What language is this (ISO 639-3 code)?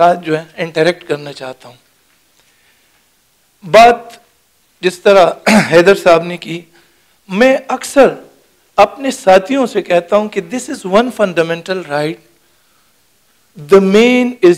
urd